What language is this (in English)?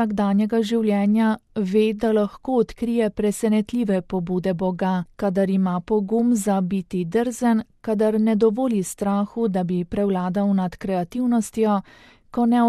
Slovenian